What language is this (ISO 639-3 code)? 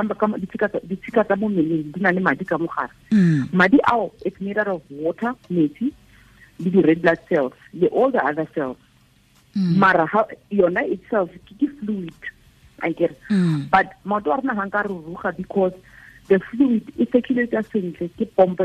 tsn